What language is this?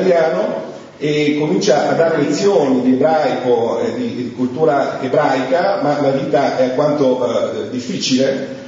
Italian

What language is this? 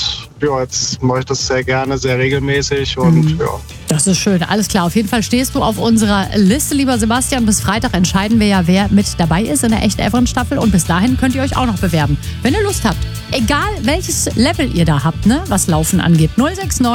German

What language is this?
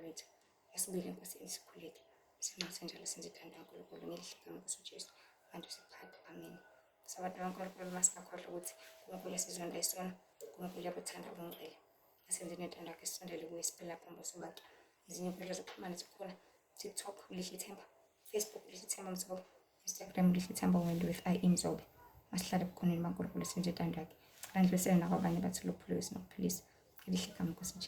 Zulu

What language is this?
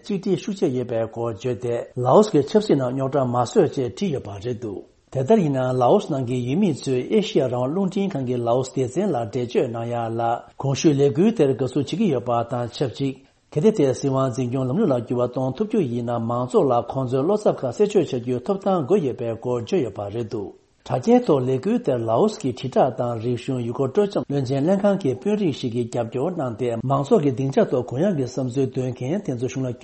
Tibetan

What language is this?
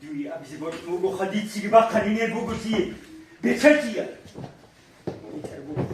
Avaric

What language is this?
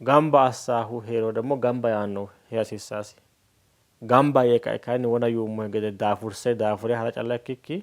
Sidamo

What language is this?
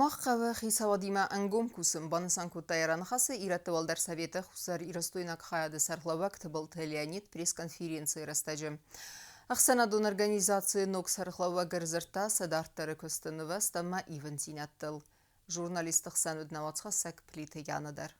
Ossetic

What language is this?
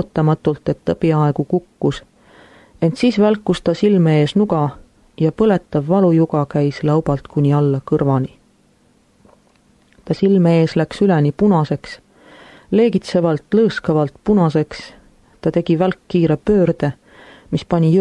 Estonian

